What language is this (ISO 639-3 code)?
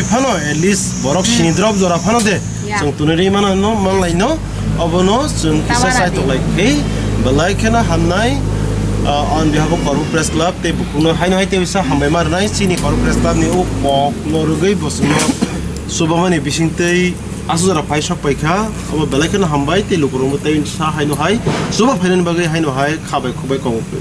trp